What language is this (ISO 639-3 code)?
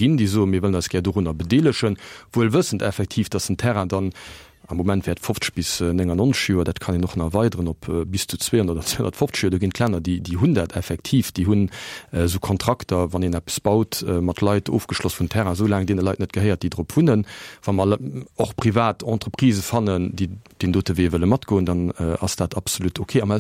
ltz